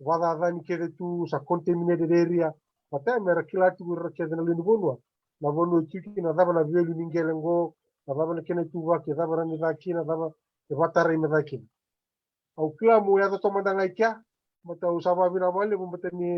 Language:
Fijian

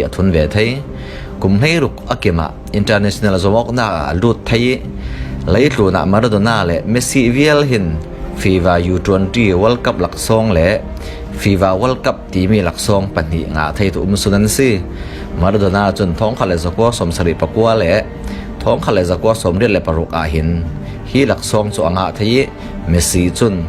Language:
Falam Chin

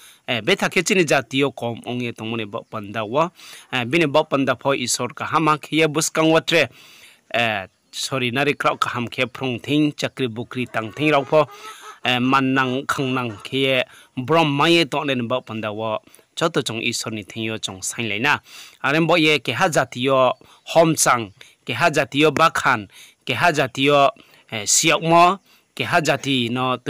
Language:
Riang (India)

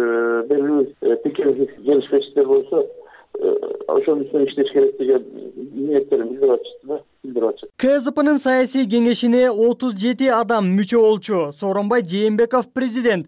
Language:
Kyrgyz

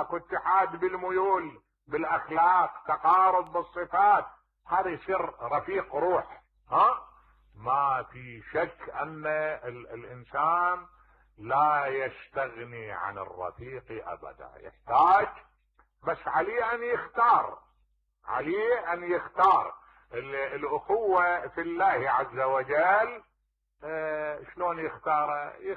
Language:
Mesopotamian Arabic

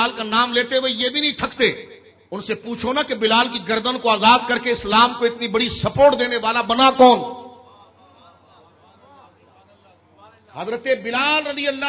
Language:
Urdu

